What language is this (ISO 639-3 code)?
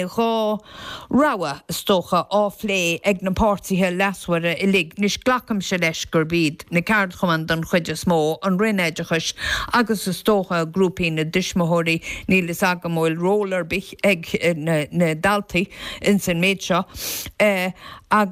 gle